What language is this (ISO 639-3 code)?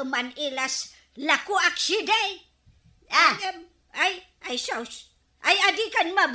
ilo